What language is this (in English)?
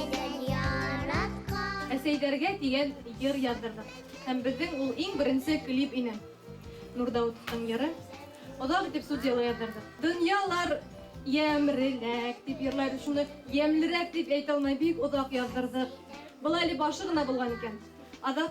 Bashkir